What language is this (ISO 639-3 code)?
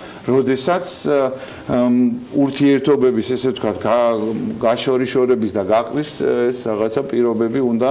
kat